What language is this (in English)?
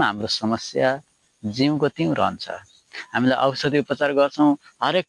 Nepali